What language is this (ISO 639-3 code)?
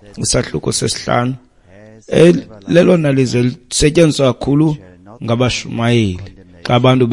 xho